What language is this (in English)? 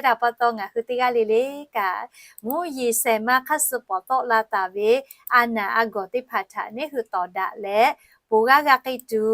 Lahu